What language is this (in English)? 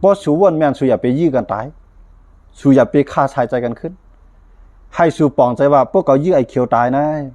Shan